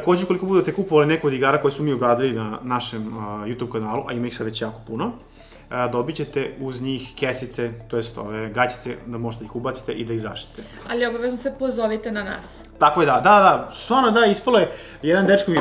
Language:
Serbian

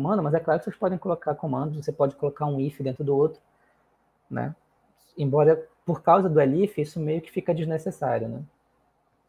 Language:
Portuguese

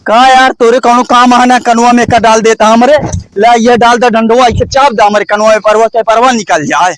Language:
Awadhi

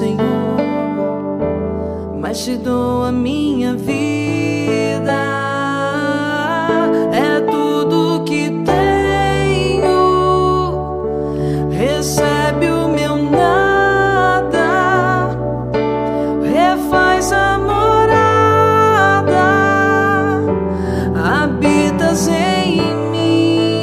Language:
Portuguese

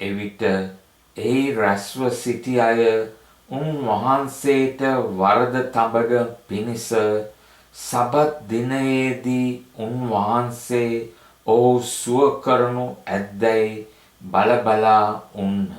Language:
Sinhala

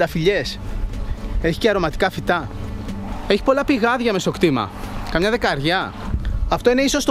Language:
Greek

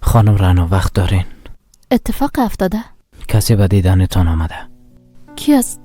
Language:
Persian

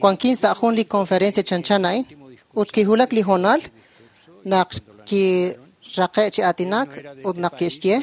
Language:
Kekchí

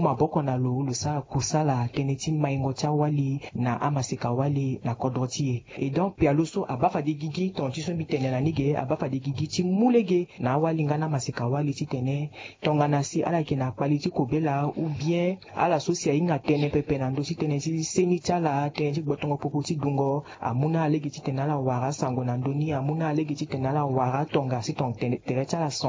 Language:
Sango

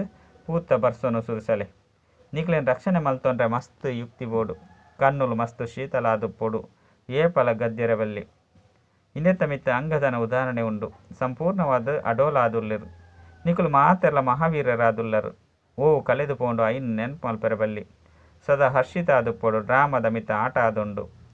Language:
Tulu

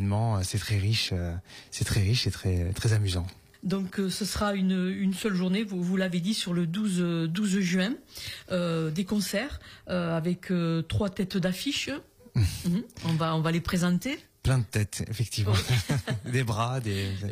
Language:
French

